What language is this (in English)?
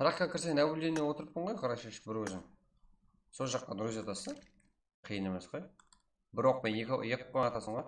Kara-Kalpak